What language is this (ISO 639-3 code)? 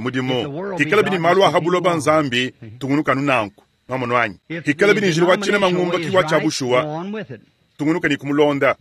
lua